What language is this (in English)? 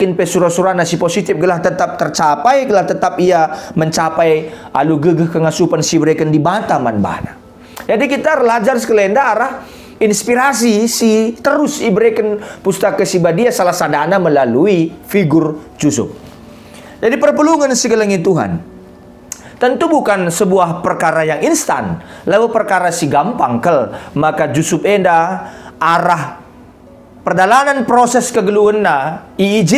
Batak Karo